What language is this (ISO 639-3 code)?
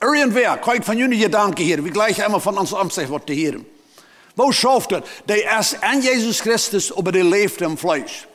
pdt